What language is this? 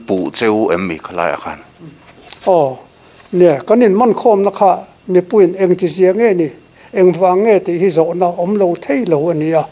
Mizo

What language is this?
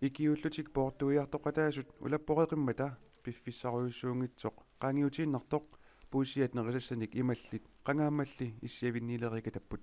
Kalaallisut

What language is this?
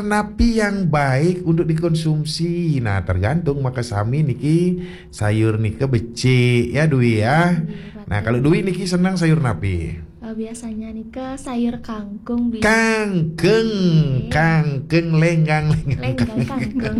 Balinese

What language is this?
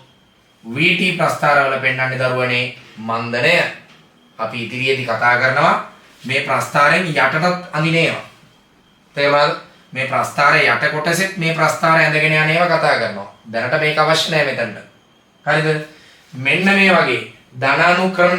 Sinhala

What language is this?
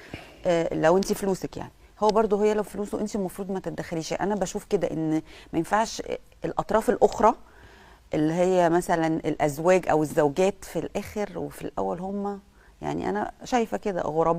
Egyptian Arabic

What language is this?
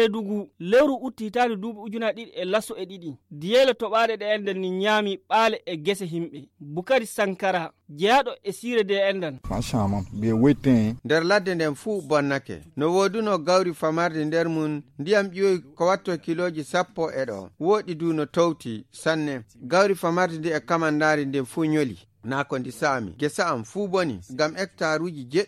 Fula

